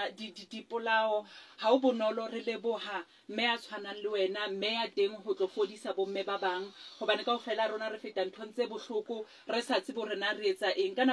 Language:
Southern Sotho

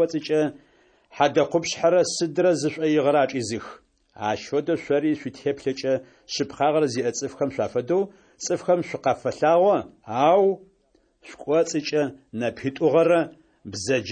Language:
Adyghe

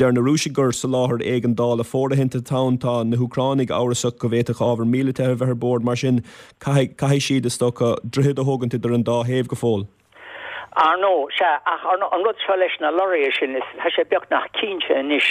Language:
Irish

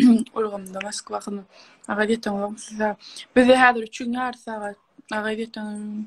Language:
Turkmen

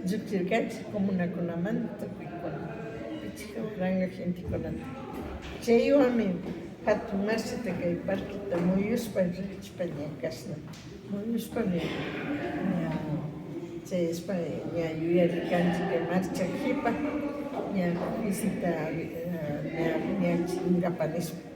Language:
Imbabura Highland Quichua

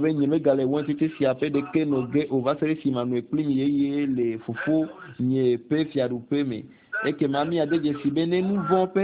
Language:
Ewe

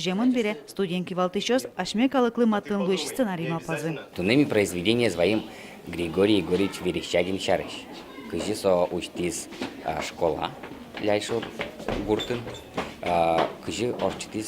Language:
Udmurt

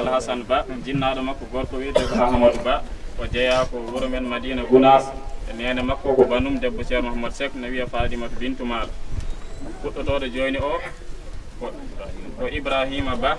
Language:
Fula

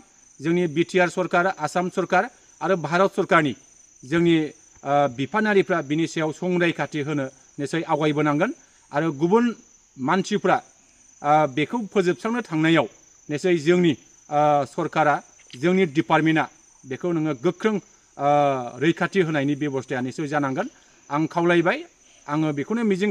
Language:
Bodo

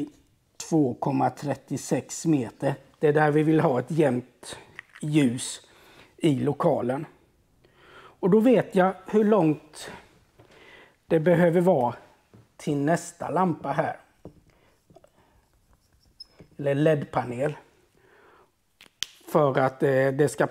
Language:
Swedish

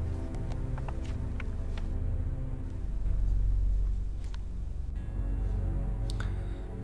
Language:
German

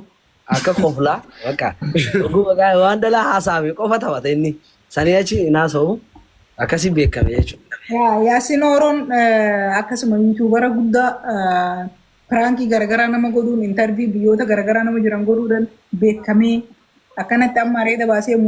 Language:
Oromo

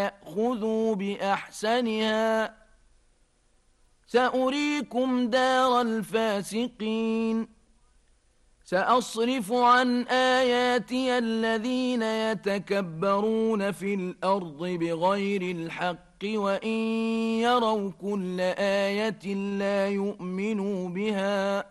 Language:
Arabic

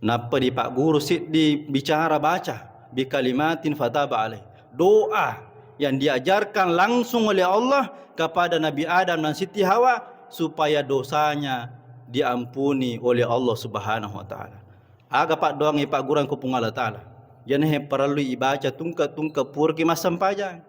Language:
Buginese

